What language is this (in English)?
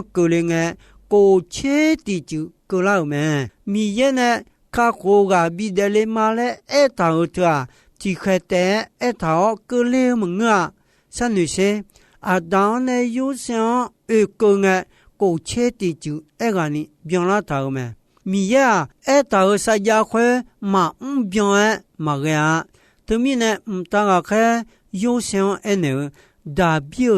Akha